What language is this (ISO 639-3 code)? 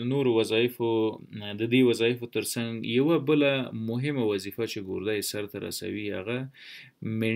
pus